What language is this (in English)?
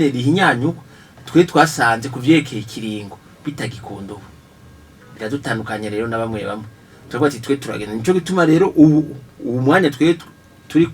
Rundi